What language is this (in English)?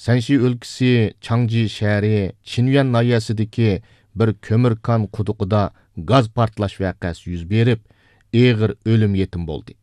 Uyghur